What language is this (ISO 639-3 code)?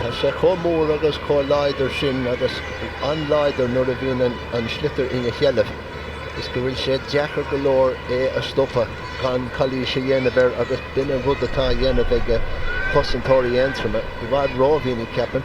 gle